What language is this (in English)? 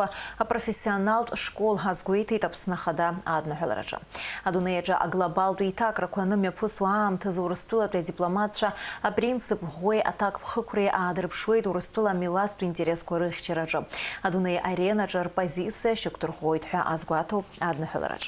Abkhazian